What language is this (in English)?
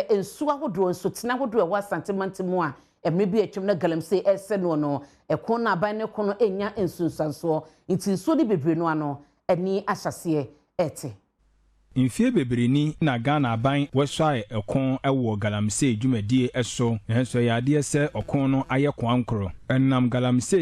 Akan